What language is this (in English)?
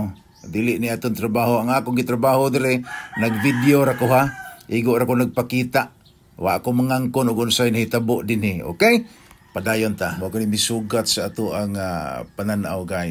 Cebuano